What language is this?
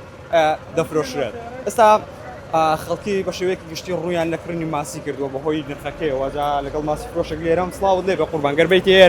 Central Kurdish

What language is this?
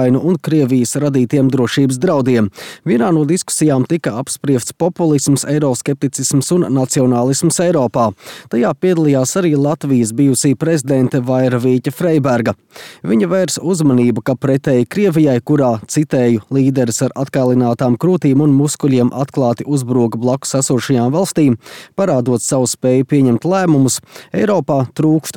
Latvian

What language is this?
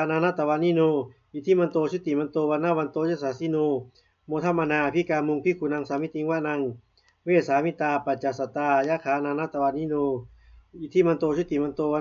Pali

